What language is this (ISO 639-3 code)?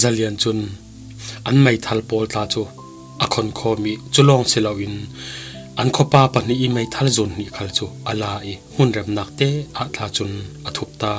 cfm